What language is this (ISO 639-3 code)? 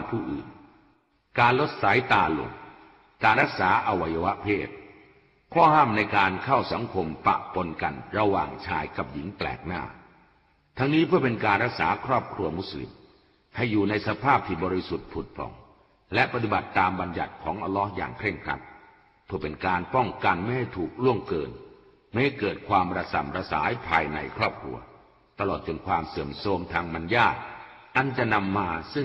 tha